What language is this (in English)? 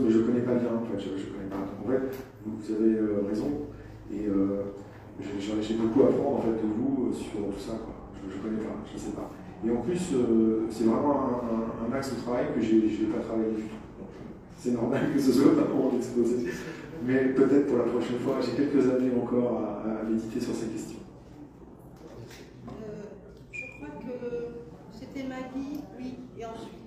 French